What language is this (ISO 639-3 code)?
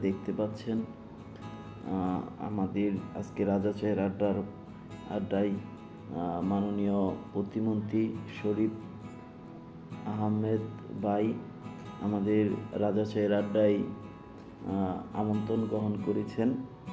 ben